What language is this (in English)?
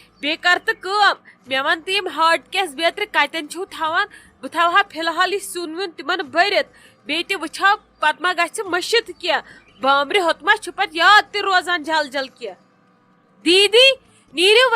Kashmiri